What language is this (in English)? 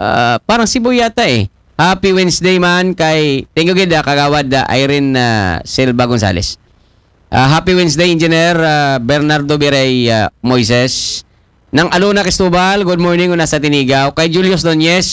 Aklanon